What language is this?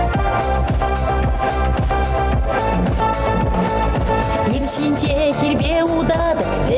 Chuvash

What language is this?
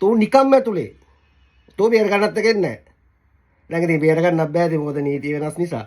Sinhala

